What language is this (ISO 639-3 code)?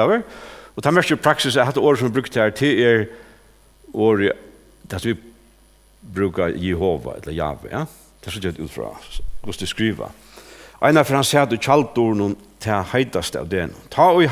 fao